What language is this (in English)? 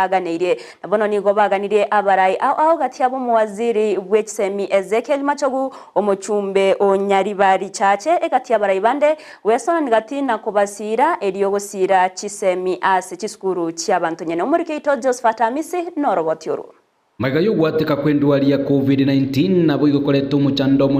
Gusii